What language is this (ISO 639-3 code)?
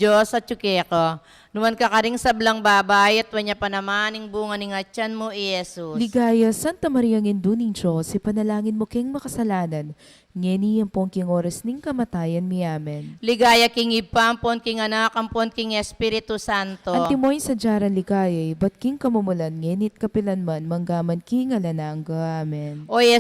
pam